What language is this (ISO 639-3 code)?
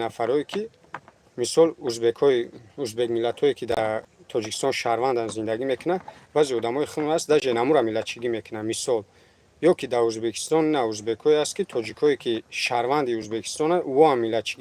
tgk